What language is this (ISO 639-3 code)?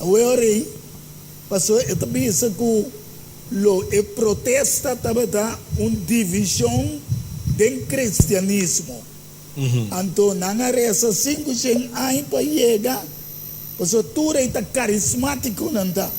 pap